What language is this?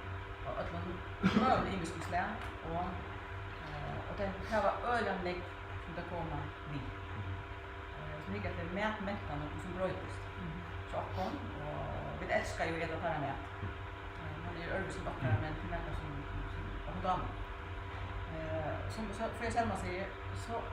Faroese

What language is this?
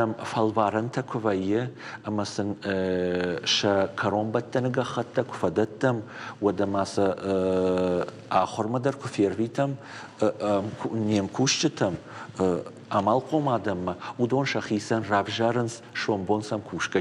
Ossetic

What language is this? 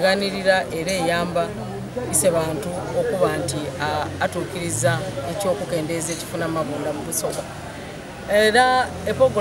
Soga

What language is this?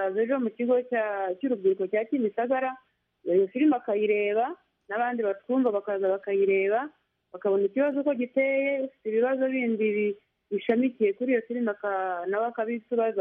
Kinyarwanda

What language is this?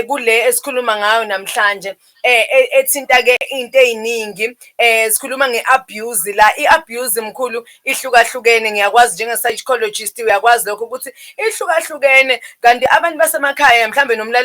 Zulu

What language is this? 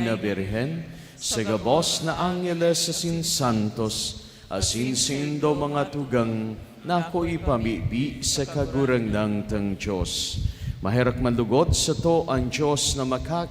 Bikol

